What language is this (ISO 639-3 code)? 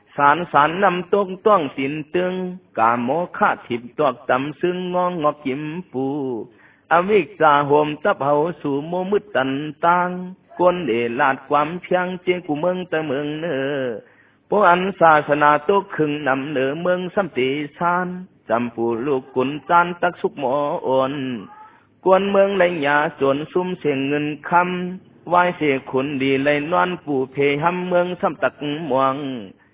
shn